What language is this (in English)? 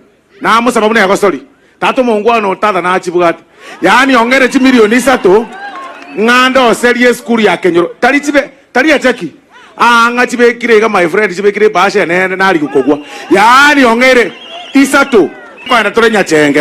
Gusii